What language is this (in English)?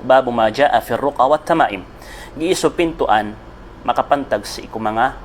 Maranao